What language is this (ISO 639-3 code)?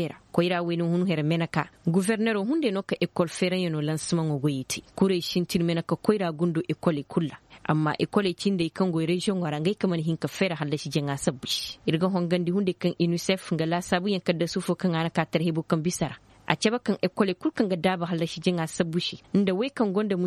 ses